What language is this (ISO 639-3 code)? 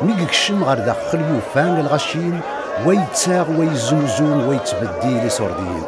kab